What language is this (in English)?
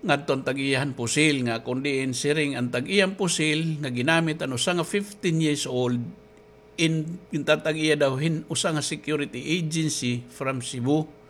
Waray